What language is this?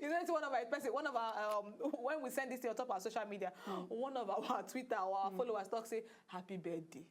Nigerian Pidgin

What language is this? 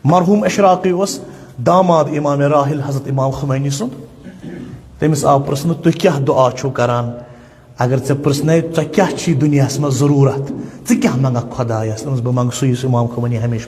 Kashmiri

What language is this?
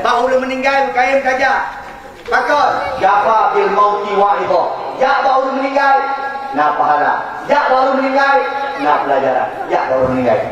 Achinese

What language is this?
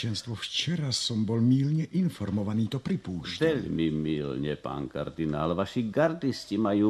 Slovak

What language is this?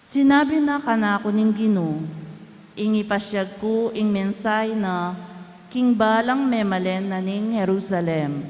Pampanga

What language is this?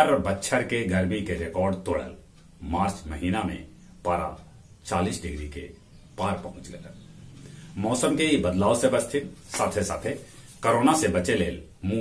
Magahi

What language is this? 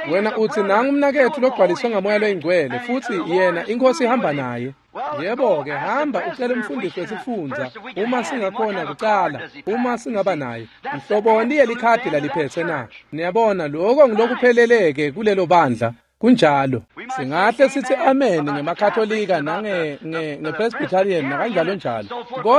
Swati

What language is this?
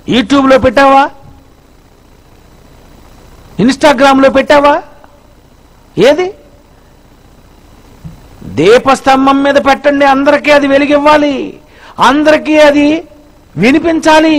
Telugu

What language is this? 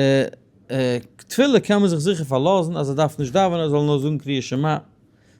Yiddish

